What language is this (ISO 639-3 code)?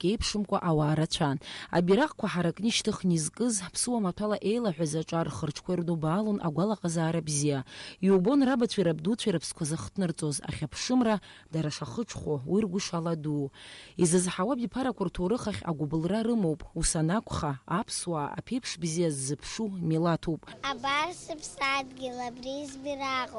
abk